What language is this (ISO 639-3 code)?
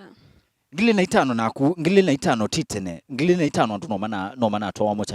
kam